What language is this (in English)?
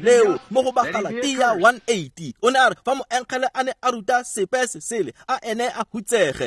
Tswana